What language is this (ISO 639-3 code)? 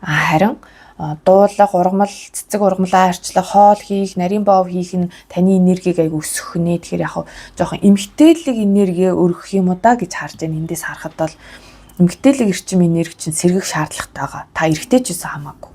mon